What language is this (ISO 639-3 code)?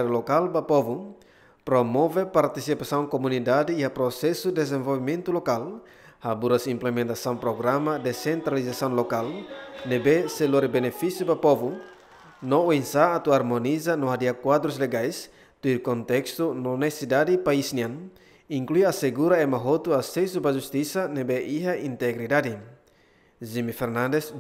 tet